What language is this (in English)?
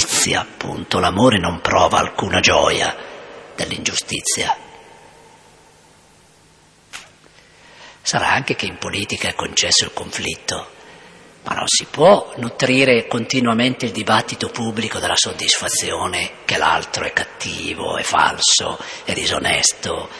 Italian